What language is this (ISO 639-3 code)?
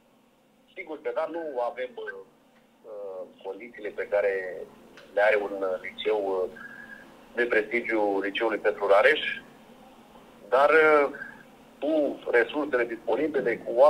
ron